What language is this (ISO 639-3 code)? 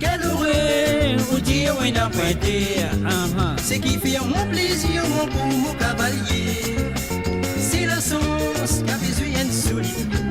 mfe